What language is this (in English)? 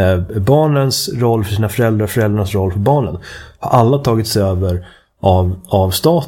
Swedish